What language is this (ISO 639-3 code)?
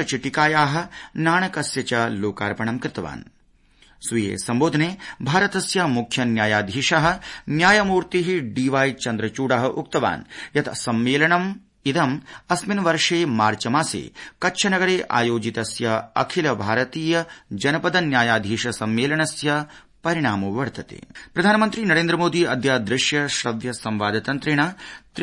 san